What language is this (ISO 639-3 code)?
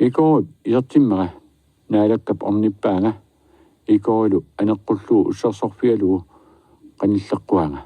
kal